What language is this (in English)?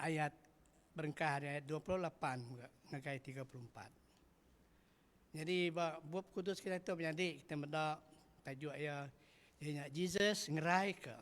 Iban